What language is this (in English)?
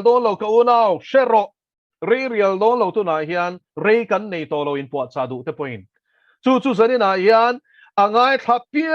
Mizo